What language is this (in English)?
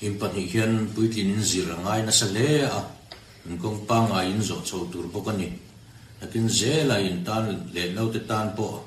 Mizo